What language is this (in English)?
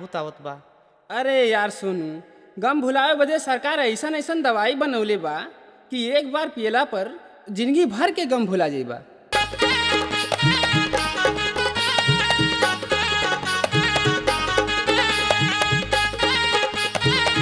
Bhojpuri